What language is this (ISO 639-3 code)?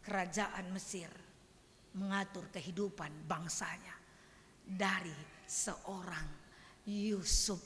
btx